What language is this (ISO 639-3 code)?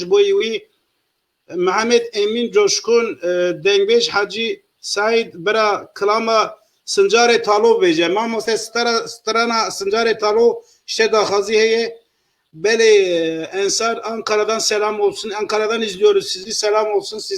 kur